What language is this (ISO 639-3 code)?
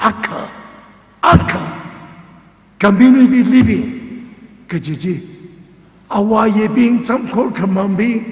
nmf